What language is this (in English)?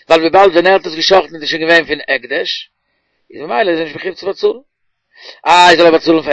Yiddish